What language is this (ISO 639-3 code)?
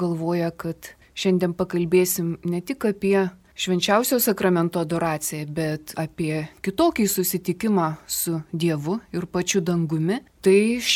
lit